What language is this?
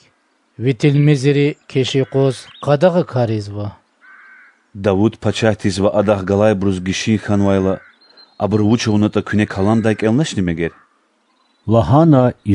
Lezghian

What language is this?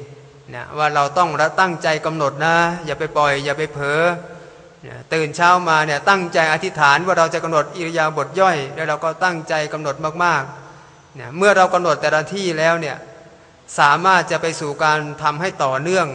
Thai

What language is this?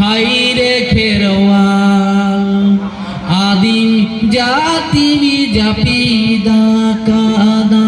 Santali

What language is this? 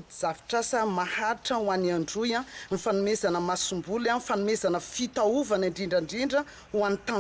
Malagasy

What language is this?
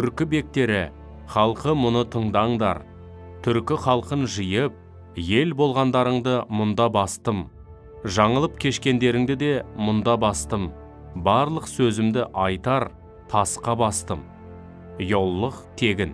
Kazakh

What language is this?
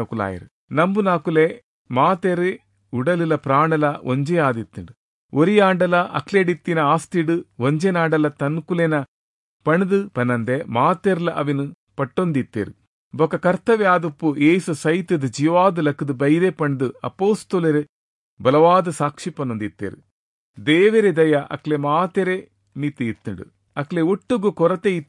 Tulu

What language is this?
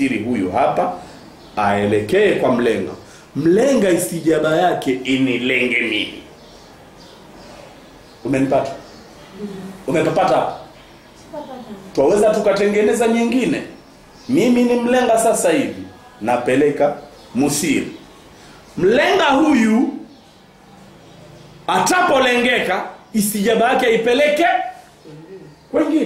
Swahili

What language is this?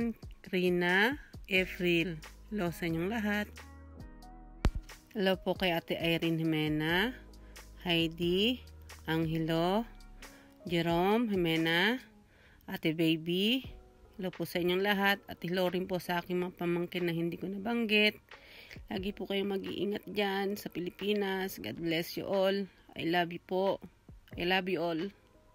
Filipino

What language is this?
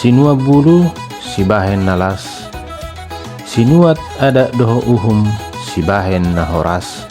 Batak Toba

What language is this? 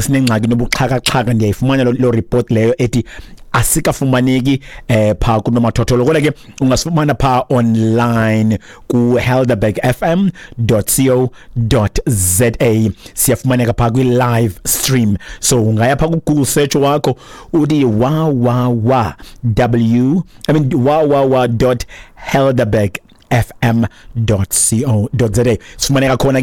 Xhosa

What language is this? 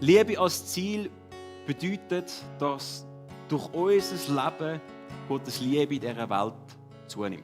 Swiss German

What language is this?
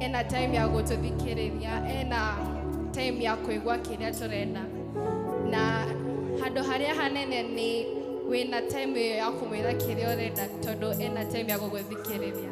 Kikuyu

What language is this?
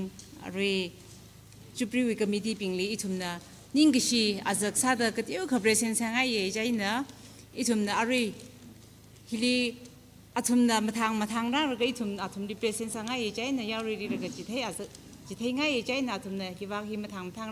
Tangkhul Naga (India)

